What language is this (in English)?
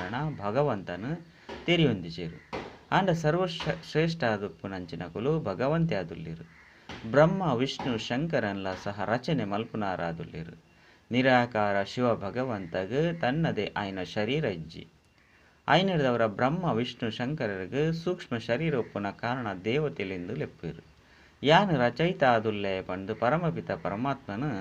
Tulu